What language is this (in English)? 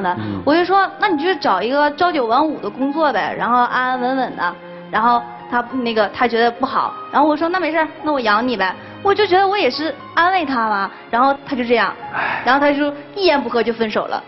Chinese